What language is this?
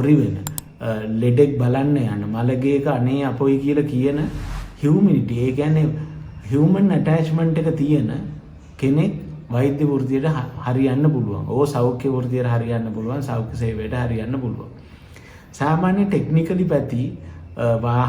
Sinhala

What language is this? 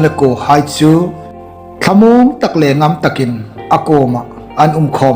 Hmar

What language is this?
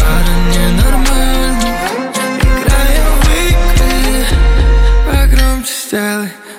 Russian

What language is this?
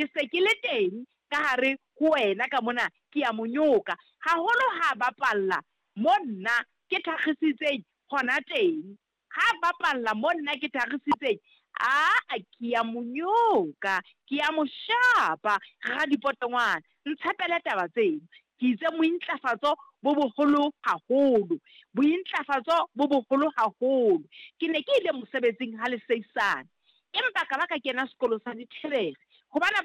Southern Sotho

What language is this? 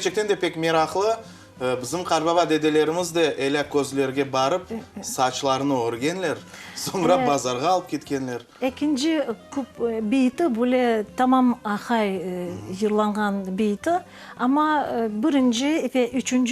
Crimean Tatar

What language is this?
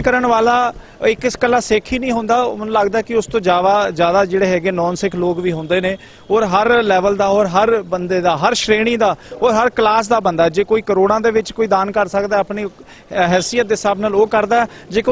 Punjabi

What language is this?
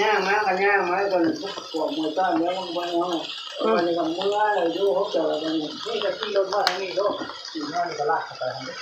Northeastern Thai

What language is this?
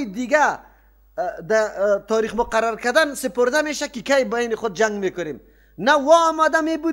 Persian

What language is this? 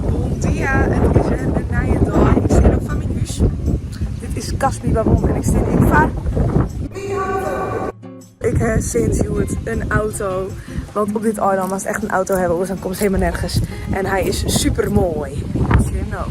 Western Frisian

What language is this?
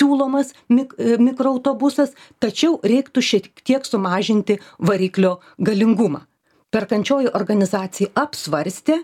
Lithuanian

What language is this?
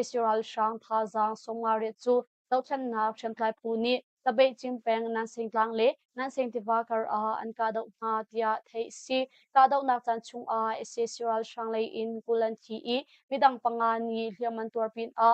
Hakha Chin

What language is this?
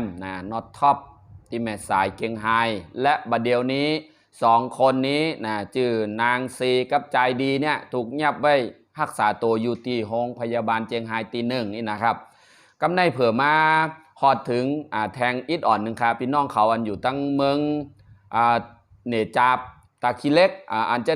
Shan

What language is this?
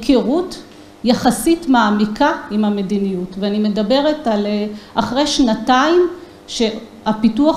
Hebrew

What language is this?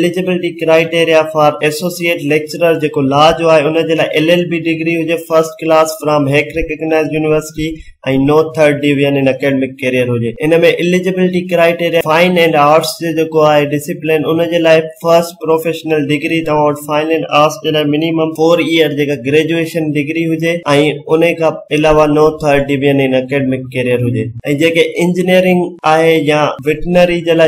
Sindhi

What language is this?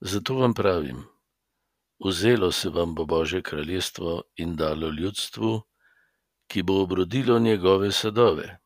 Slovenian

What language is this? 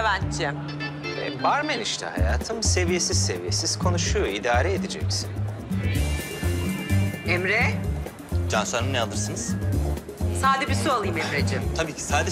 Turkish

